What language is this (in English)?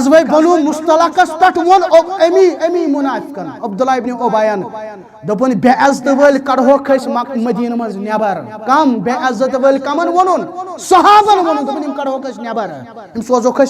Kashmiri